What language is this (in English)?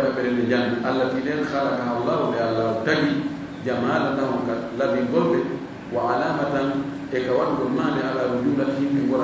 Fula